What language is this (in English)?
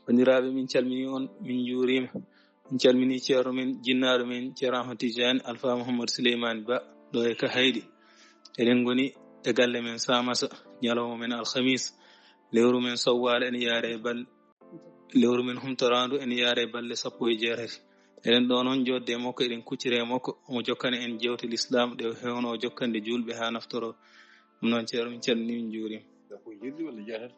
Fula